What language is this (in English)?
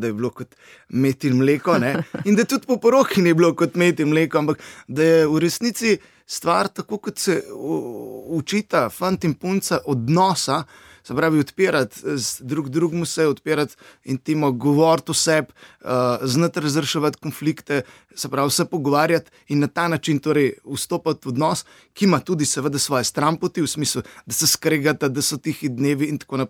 Slovenian